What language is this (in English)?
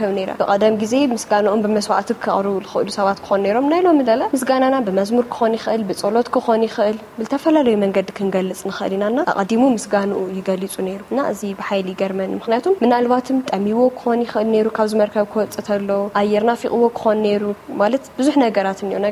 Tigrinya